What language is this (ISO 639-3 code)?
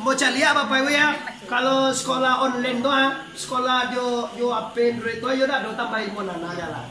min